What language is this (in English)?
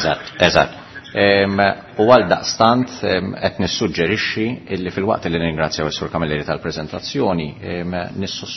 Maltese